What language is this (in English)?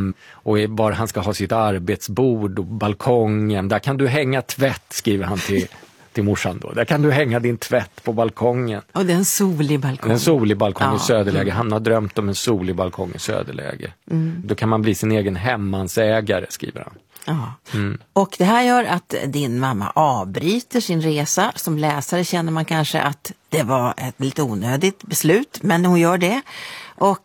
Swedish